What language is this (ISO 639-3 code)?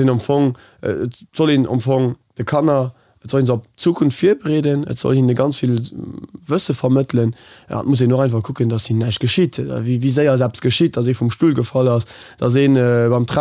ltz